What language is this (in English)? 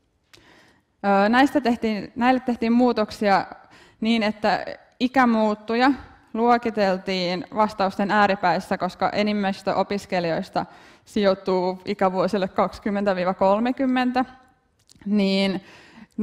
Finnish